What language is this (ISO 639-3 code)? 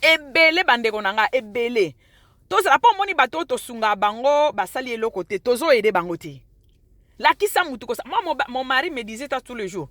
lin